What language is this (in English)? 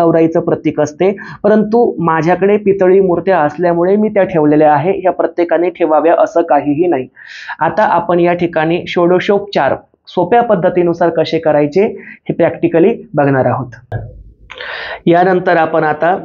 Marathi